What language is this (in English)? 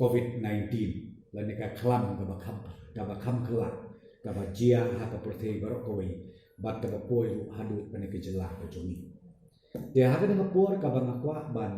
Khasi